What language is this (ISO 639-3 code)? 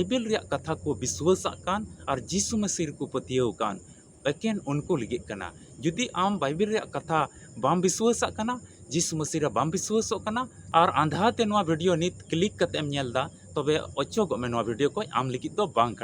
sat